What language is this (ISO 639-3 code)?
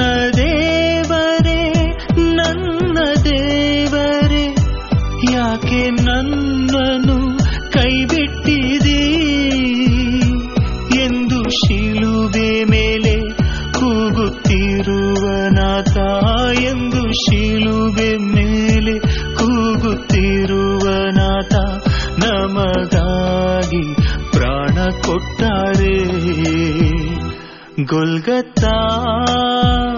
kan